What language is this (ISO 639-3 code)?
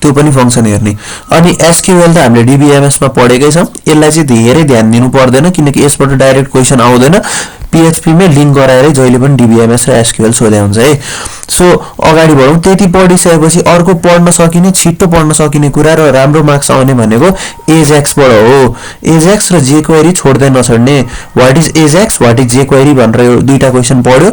nep